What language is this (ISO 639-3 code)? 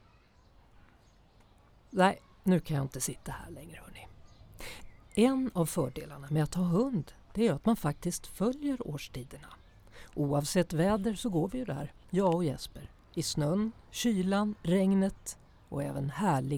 swe